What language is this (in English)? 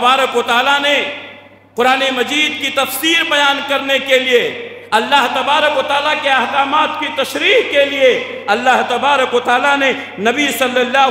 Urdu